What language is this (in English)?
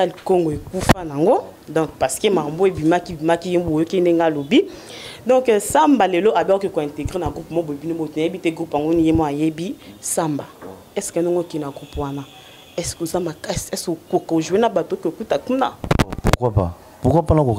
Lingala